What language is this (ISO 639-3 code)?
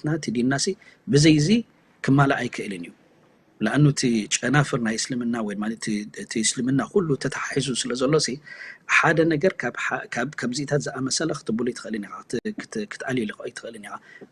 tir